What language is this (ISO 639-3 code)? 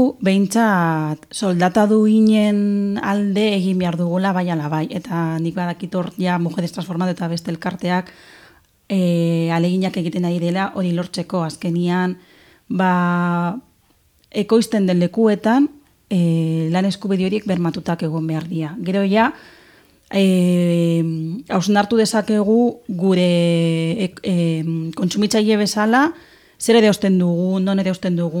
eus